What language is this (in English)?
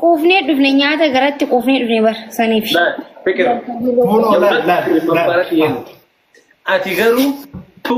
Oromo